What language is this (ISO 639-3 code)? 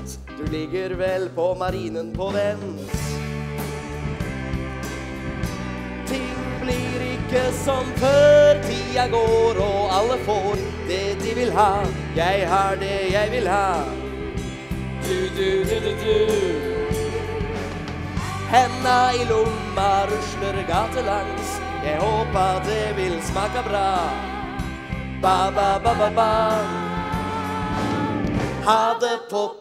nor